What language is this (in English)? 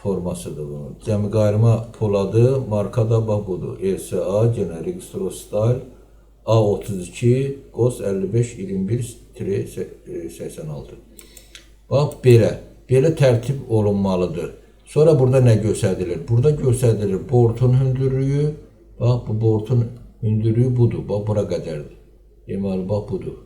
Azerbaijani